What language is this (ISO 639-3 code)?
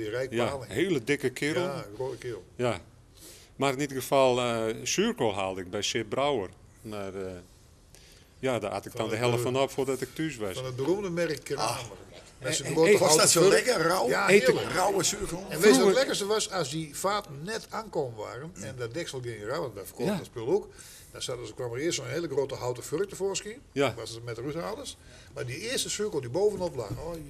nld